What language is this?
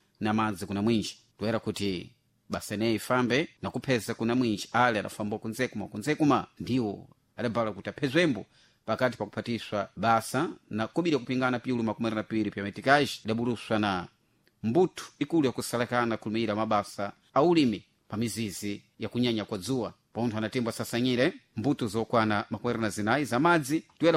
Sena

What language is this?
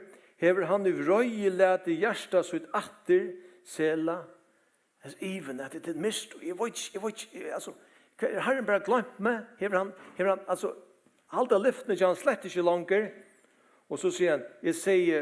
Faroese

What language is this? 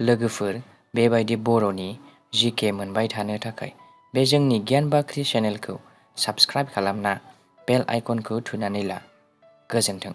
Bodo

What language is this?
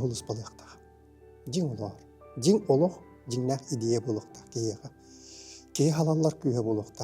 Yakut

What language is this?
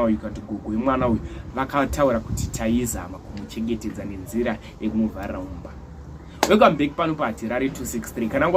Shona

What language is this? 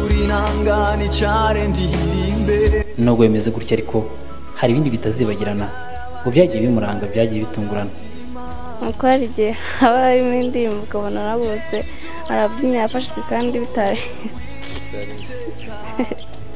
Kinyarwanda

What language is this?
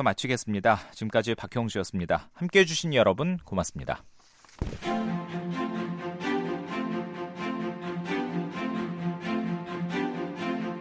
Korean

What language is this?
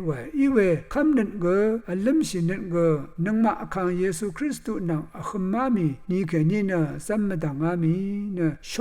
Rawang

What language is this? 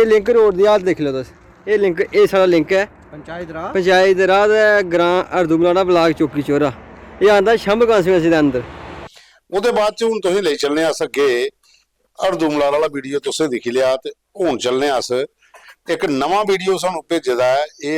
Dogri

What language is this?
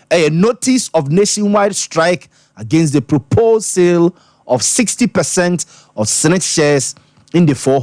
Akan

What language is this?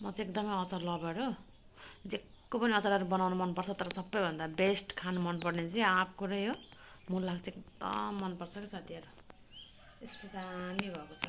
Nepali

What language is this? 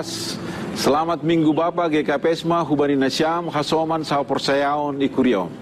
Batak Simalungun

